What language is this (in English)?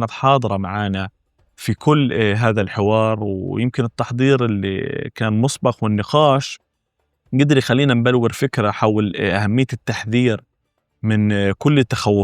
North Levantine Arabic